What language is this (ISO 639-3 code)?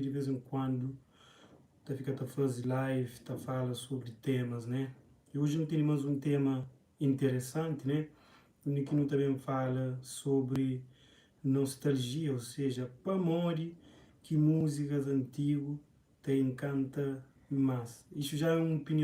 kea